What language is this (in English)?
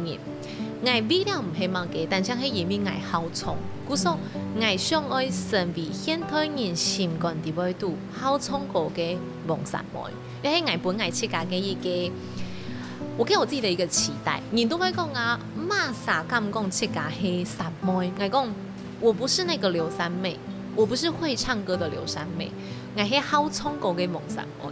Hakka Chinese